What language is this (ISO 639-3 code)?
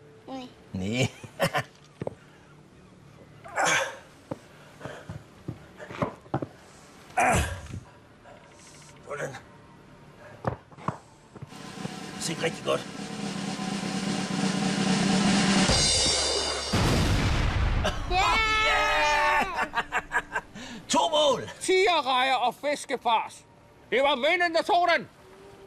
dan